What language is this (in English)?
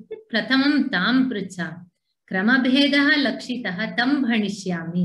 Sanskrit